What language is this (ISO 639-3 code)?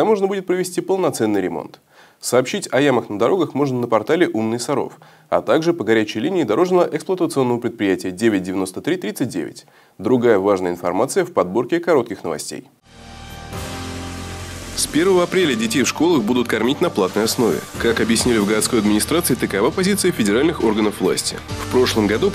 rus